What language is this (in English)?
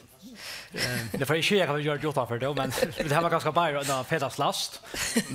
Faroese